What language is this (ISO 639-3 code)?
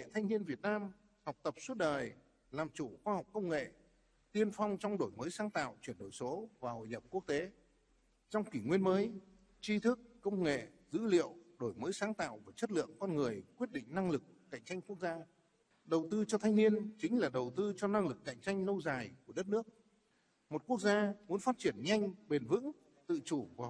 vie